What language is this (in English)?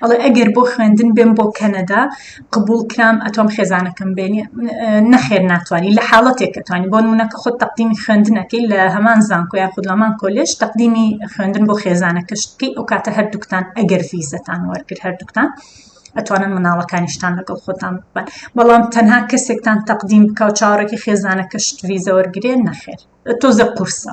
Central Kurdish